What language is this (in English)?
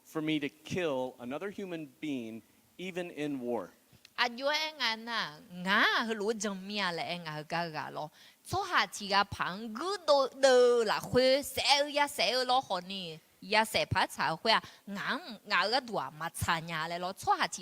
Akha